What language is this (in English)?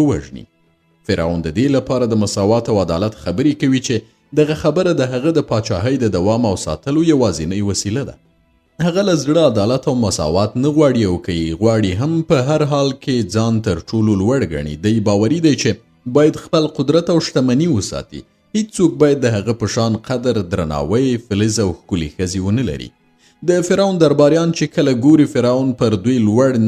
Pashto